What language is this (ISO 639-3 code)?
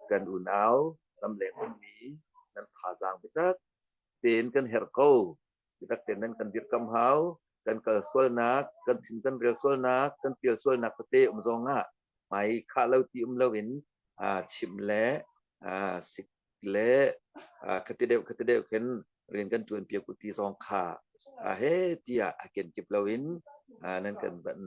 cnh